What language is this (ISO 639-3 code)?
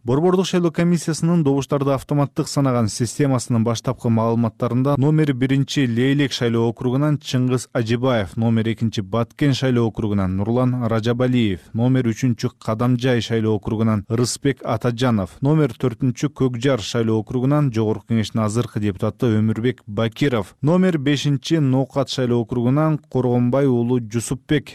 kir